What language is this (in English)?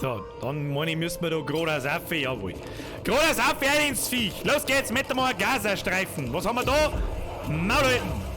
Bavarian